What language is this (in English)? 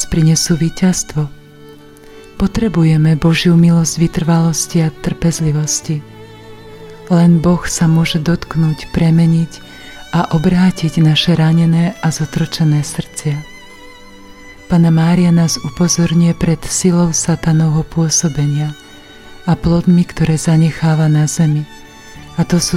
Slovak